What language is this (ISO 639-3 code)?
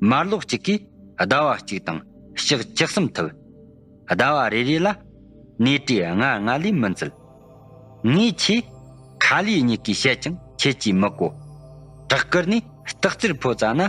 bod